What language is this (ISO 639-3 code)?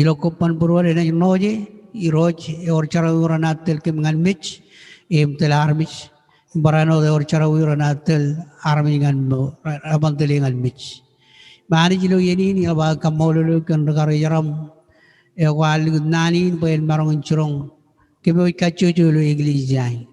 mah